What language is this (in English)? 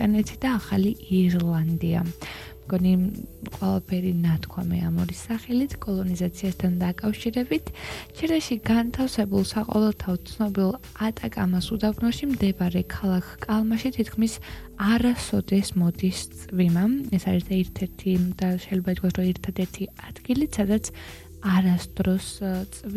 Georgian